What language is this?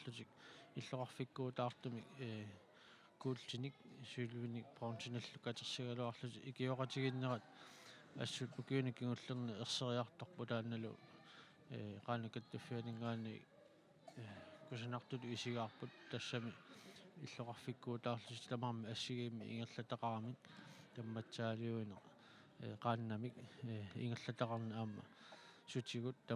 Kalaallisut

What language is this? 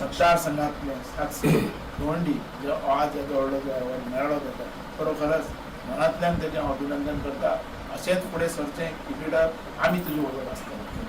Konkani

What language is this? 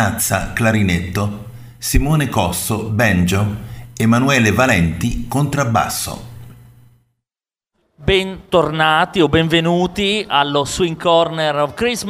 Italian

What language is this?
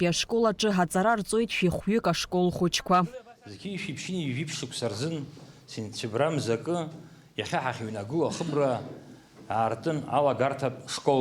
Abkhazian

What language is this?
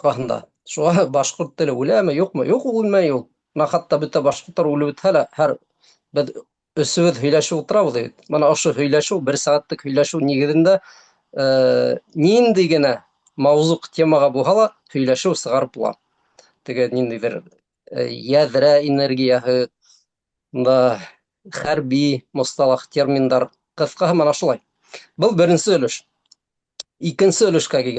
Bashkir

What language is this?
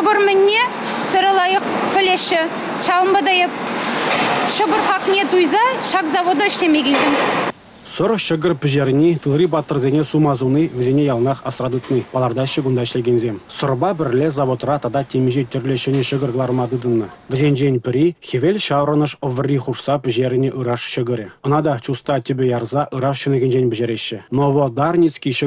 Chuvash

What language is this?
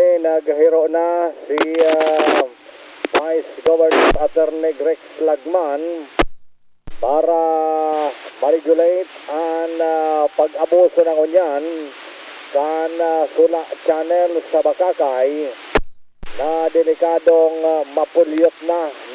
Bikol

